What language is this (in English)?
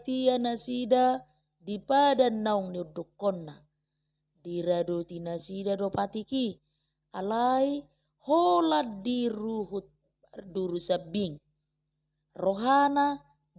Batak Toba